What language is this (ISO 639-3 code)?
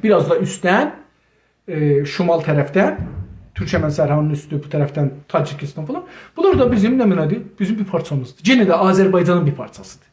azb